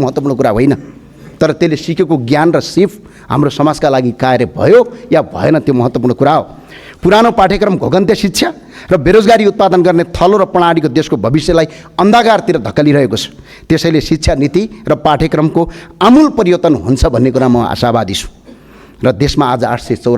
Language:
Nepali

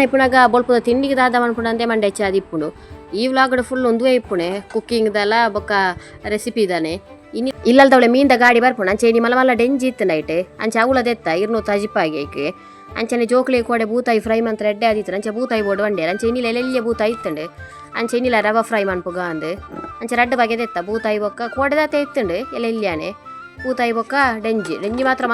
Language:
Tulu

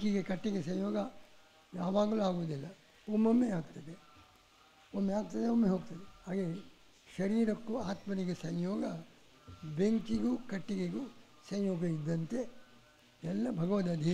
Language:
Kannada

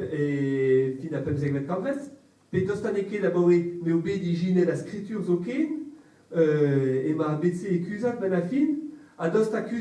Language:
Breton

